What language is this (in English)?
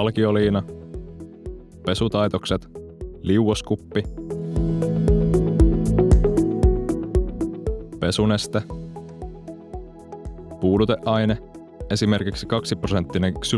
Finnish